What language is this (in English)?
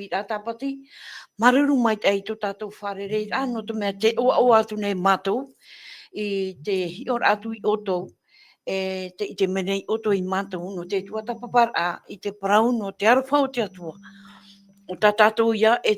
Tahitian